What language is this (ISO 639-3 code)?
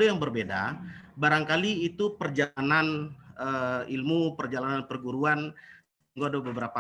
min